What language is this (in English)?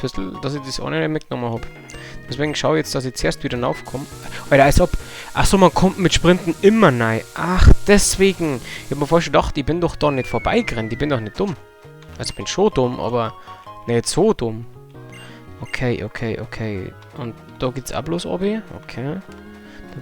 Bavarian